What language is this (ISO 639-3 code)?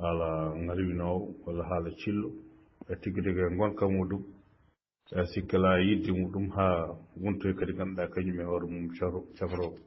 ful